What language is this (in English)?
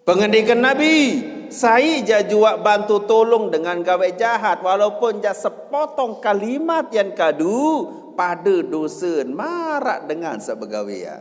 Sasak